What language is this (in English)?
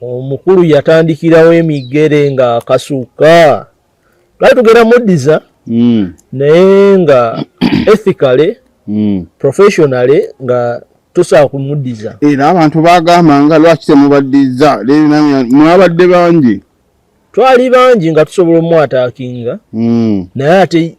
Ganda